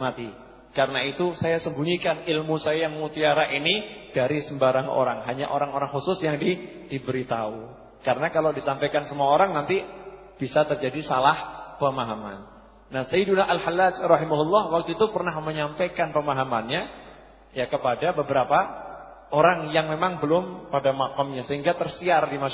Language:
Indonesian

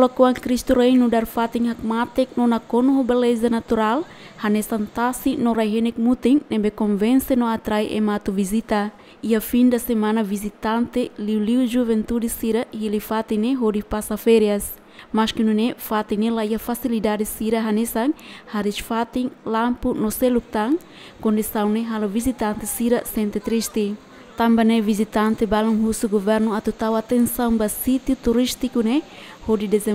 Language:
Tetum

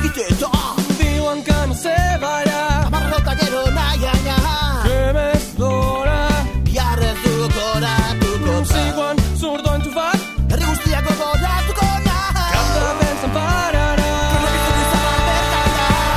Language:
Catalan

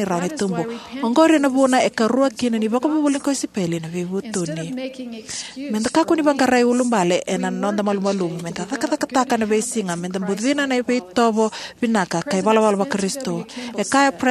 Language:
Fijian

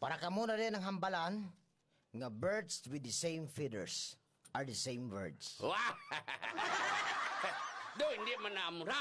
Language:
Hiligaynon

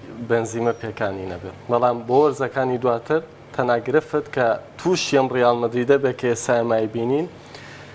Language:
Central Kurdish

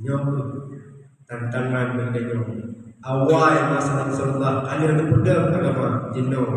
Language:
Achinese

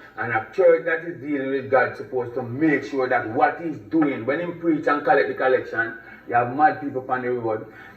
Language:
Jamaican Creole English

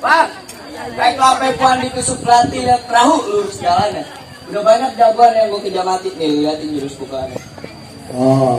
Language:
Betawi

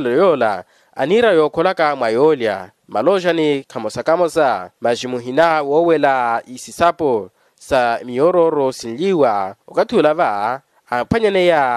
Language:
Makhuwa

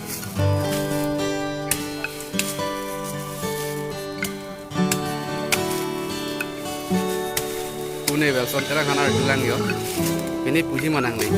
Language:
Karbi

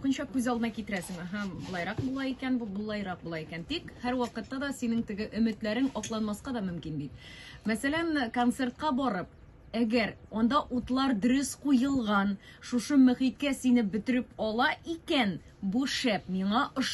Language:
Tatar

